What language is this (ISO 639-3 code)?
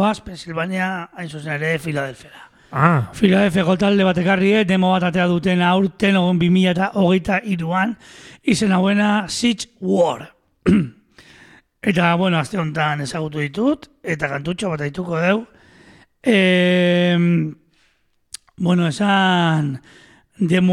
eus